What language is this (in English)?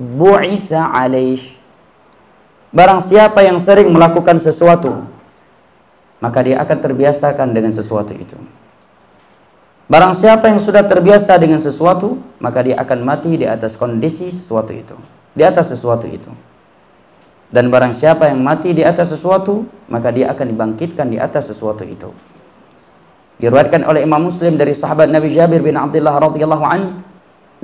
Indonesian